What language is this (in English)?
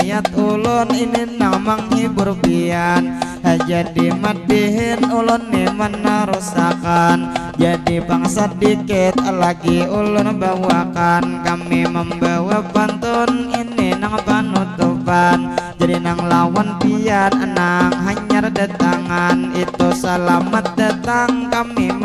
Banjar